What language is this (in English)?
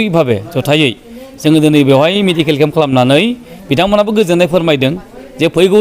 Bodo